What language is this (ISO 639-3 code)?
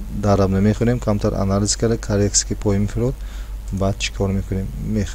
tgk